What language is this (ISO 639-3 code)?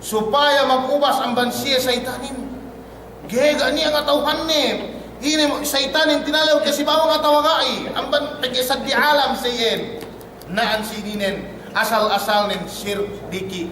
yka